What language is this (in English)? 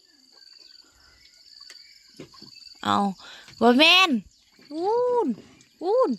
Lao